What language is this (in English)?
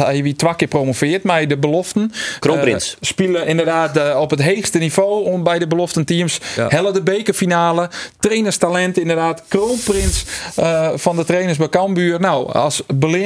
Western Frisian